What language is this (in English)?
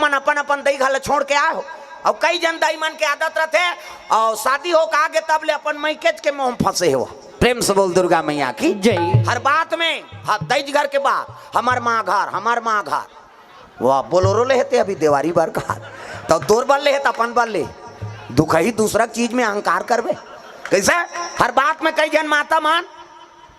Chhattisgarhi